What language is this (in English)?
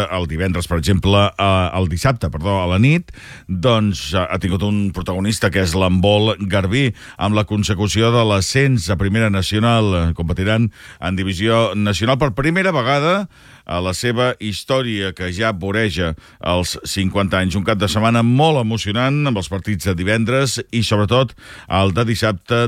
Catalan